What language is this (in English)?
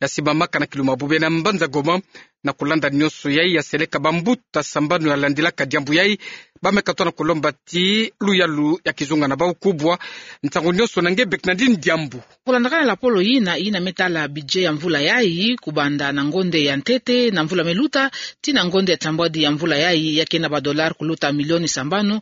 Kituba (Democratic Republic of Congo)